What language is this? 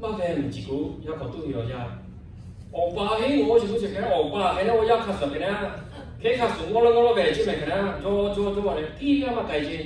Lahu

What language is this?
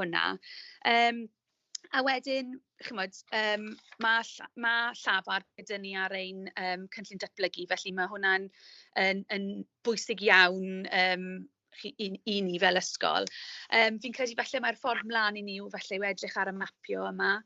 Welsh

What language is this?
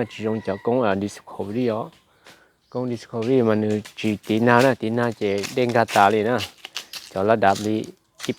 Hmong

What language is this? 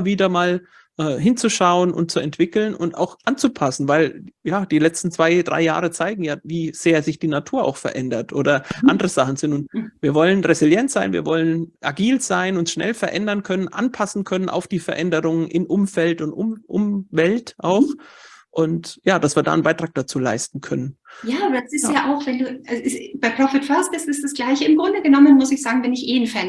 German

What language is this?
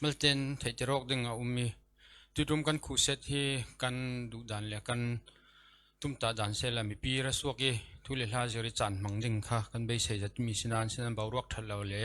Falam Chin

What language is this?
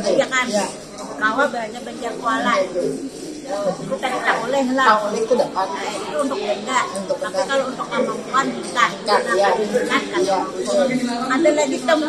Banjar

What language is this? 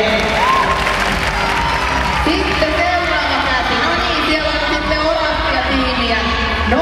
Finnish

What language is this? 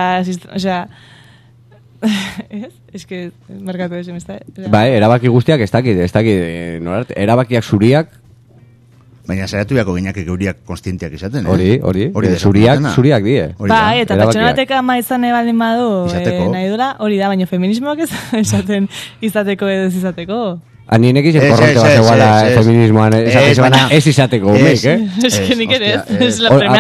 Basque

